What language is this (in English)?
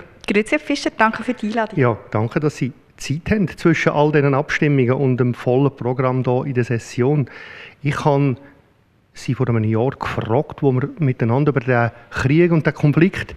Swiss German